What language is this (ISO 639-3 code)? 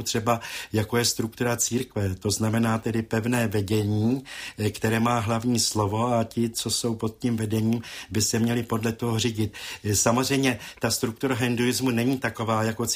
ces